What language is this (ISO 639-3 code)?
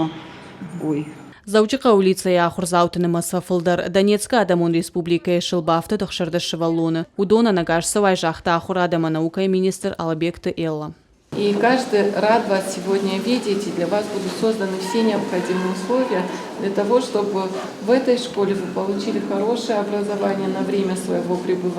oss